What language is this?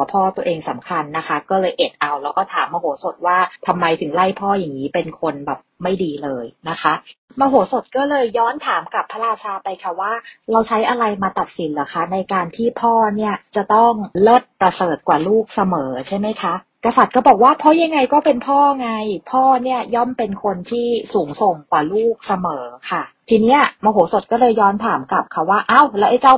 Thai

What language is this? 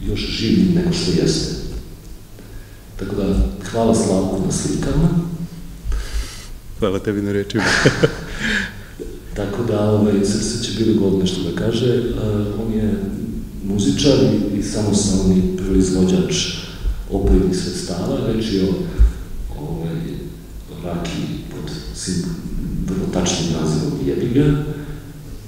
Serbian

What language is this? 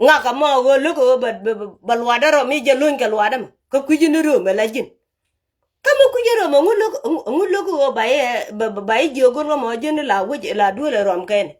Nuer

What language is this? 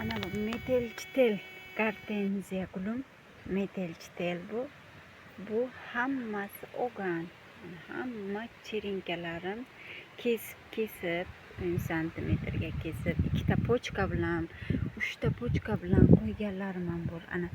Uzbek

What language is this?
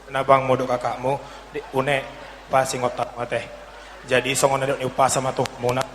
Batak Toba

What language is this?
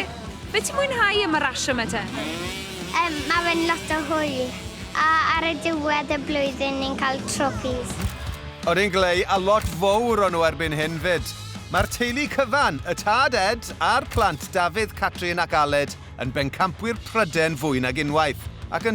Welsh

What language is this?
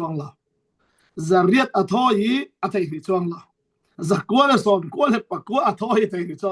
Falam Chin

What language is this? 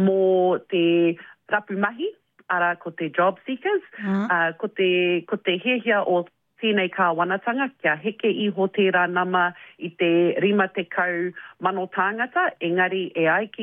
Māori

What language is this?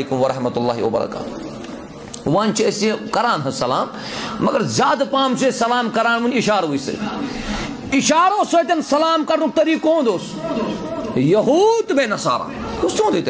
Kashmiri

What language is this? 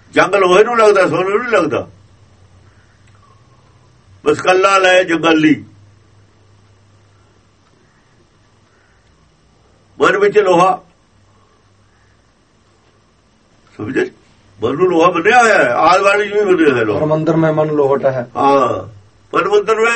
Punjabi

